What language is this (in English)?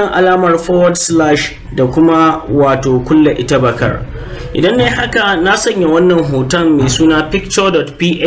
Hausa